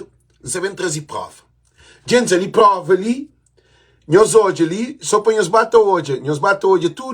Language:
Kabuverdianu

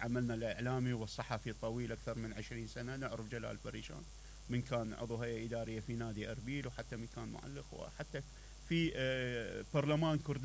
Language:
Mesopotamian Arabic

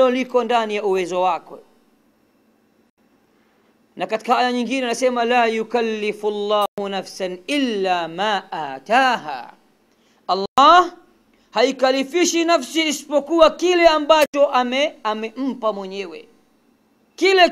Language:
Swahili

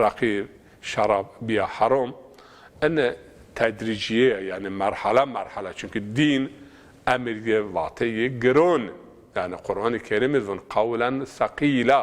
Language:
Zaza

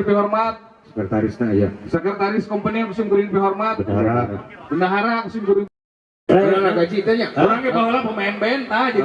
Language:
Sundanese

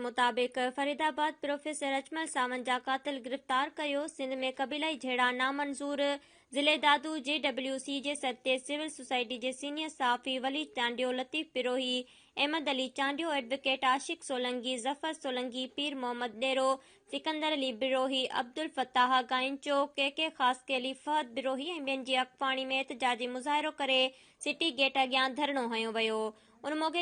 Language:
Sindhi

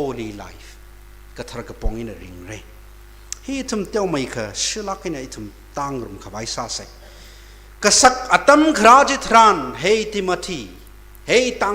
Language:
Tangkhul Naga (India)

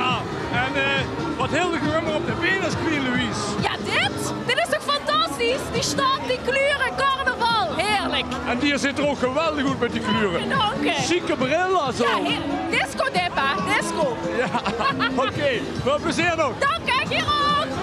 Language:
Limburgish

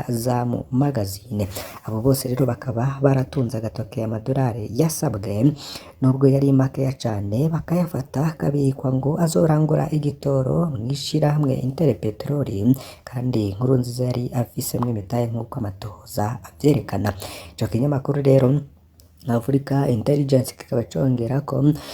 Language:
Rundi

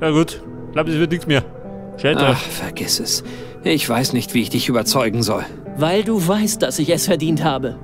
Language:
Bavarian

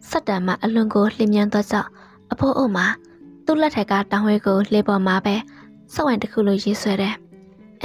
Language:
Burmese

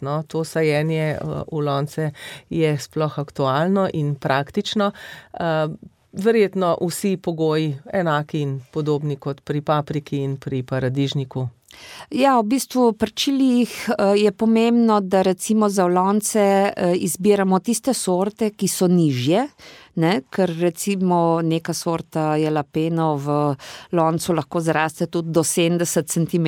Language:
Slovenian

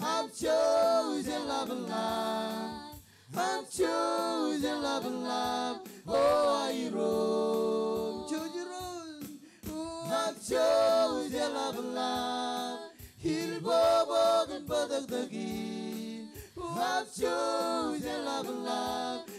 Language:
Marshallese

